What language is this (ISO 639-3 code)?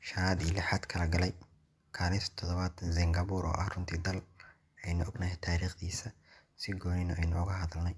som